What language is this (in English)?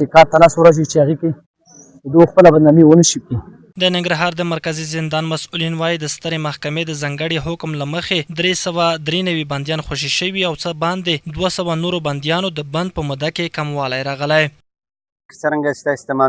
Pashto